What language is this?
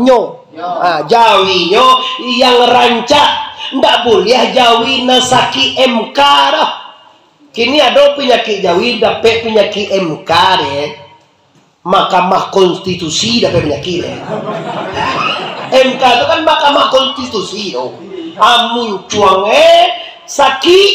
Minangkabau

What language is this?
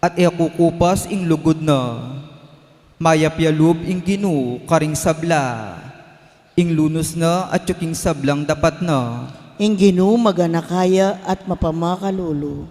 Pampanga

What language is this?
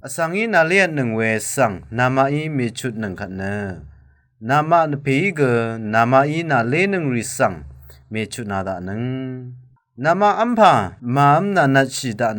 Rawang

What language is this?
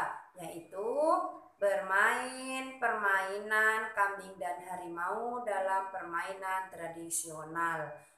Indonesian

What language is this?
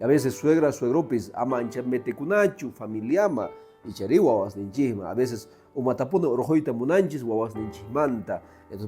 Quechua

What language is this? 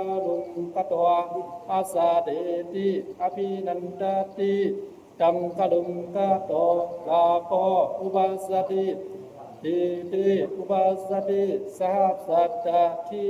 Pali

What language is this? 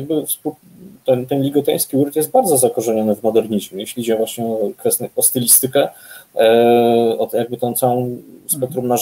Polish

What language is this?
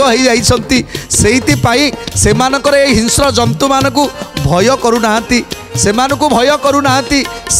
Odia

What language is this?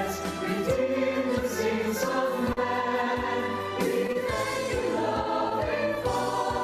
Ewe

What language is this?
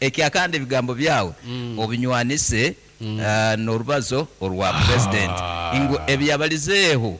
Nyankole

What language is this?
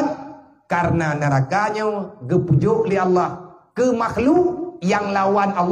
Achinese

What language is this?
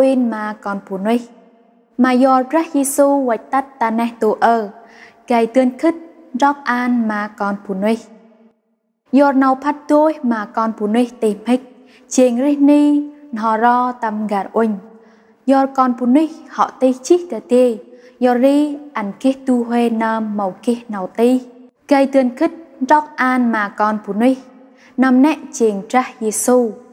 Central Mnong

